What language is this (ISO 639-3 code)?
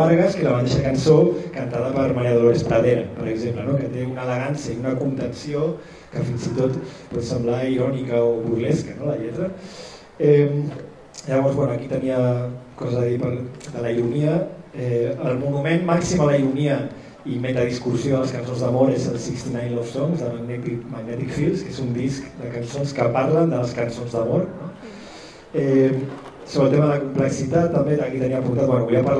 cat